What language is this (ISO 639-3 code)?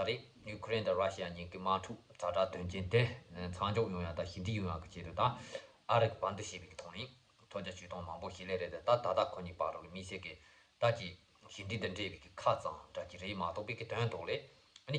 bod